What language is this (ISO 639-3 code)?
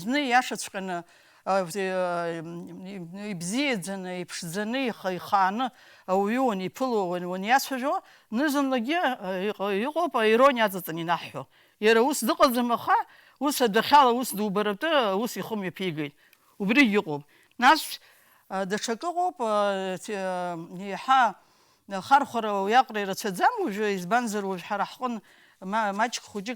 abk